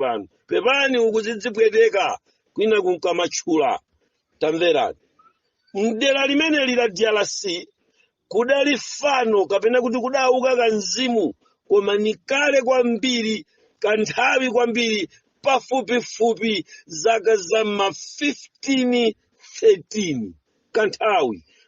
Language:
Nyanja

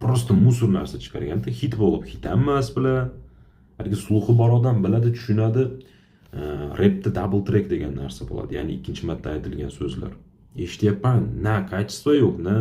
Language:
Uzbek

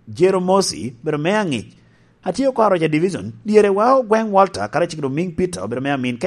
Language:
Lango (Uganda)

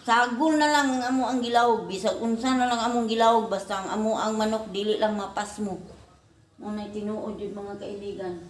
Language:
Cebuano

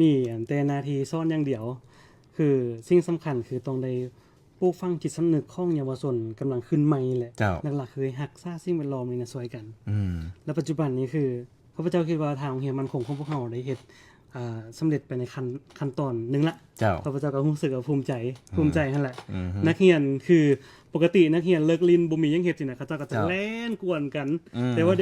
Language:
Lao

